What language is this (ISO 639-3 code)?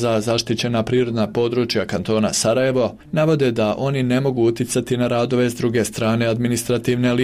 bos